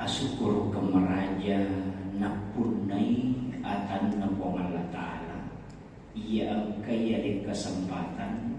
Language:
Buginese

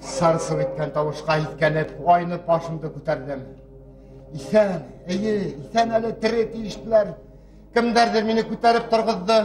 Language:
Bashkir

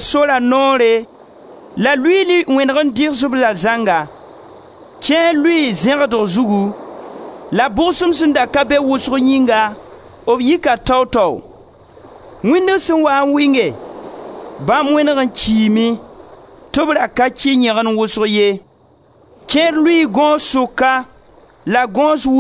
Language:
Mossi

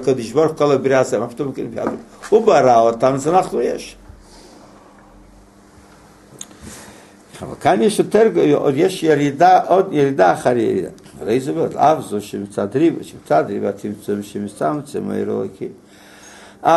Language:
Hebrew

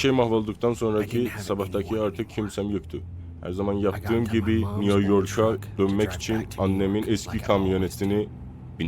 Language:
South Azerbaijani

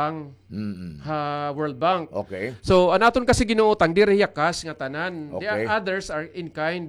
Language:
Waray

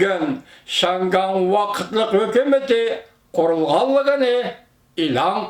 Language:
Uyghur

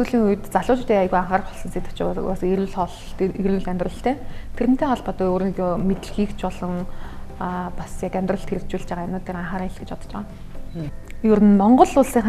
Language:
Mongolian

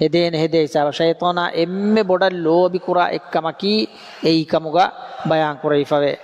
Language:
Divehi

